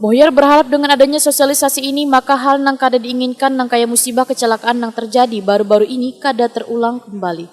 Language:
Banjar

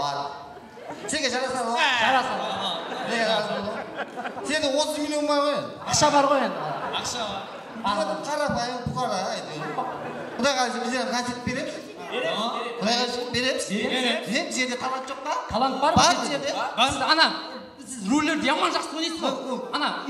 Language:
Kara-Kalpak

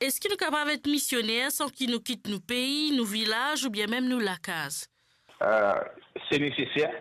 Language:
Morisyen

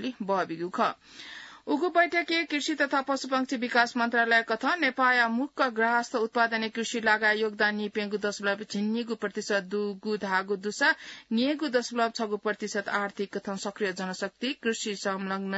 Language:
Newari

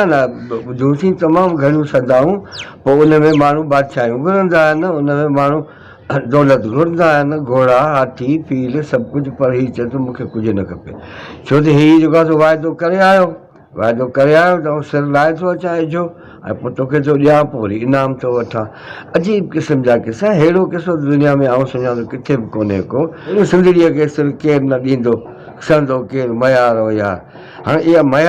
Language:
Sindhi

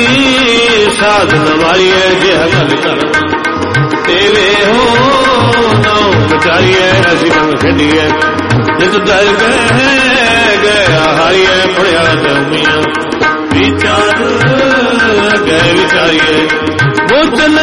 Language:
Punjabi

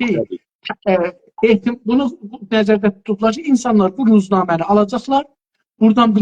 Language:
South Azerbaijani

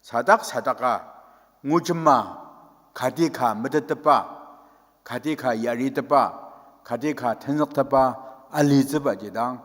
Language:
Ao Naga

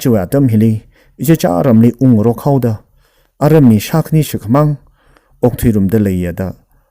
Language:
Tangkhul Naga (India)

